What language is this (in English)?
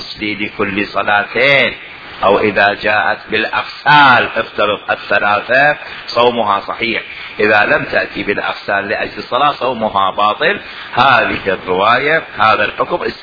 Mesopotamian Arabic